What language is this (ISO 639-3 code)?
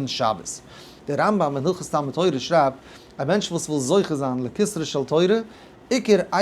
yid